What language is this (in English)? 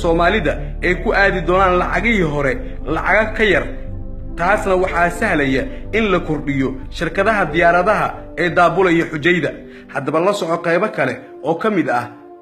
Somali